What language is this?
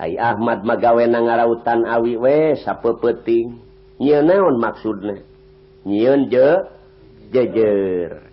Sundanese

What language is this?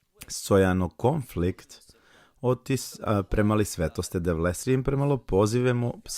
Balkan Romani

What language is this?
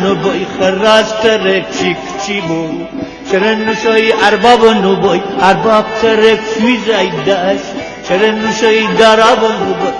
Gilaki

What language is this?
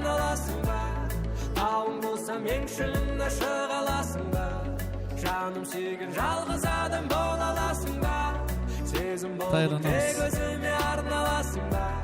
Kara-Kalpak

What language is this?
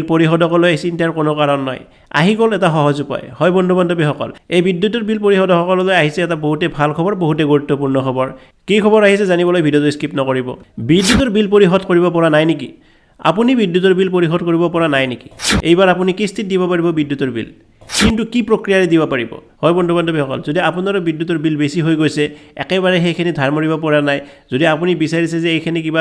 Assamese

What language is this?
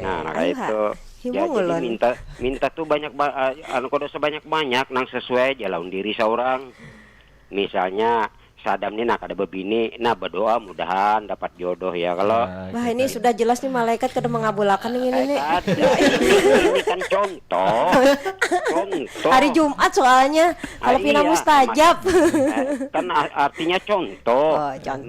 Banjar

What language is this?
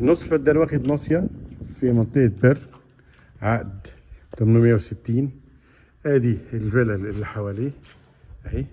Egyptian Arabic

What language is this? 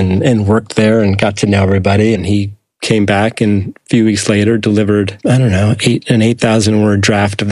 English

